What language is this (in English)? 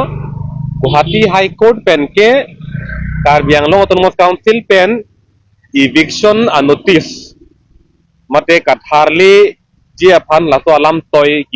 Karbi